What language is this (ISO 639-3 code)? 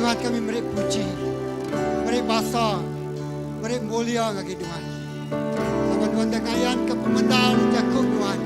iba